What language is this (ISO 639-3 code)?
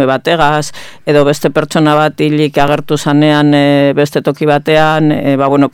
eus